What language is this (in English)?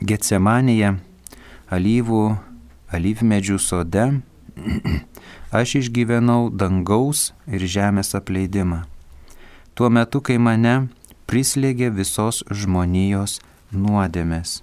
Lithuanian